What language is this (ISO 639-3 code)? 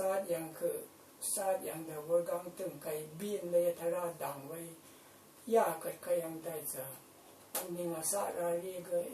raw